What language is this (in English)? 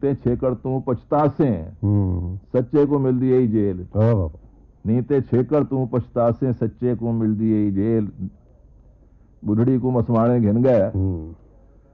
Punjabi